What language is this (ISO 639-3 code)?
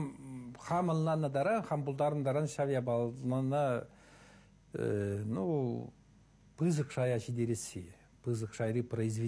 chv